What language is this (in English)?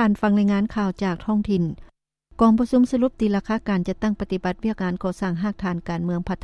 Lao